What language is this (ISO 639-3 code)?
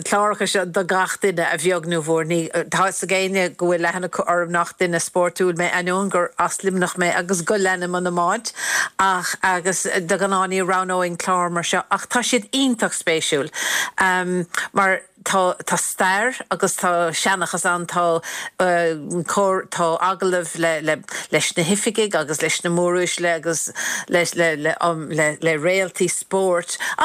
gle